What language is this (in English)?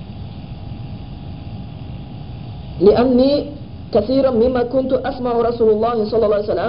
Kazakh